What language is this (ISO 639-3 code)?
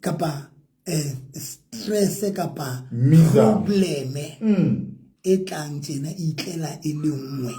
sot